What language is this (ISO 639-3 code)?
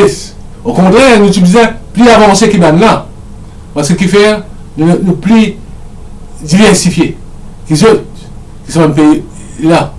mfe